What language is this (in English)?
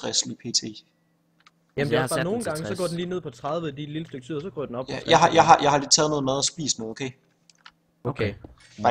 Danish